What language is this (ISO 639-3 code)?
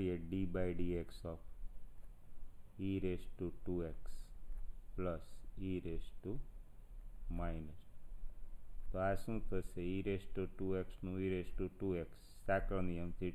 guj